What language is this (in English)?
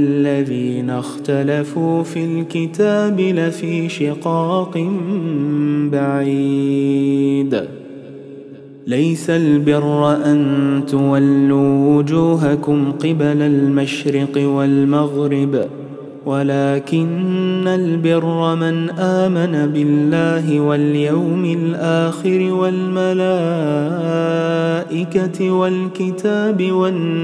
Arabic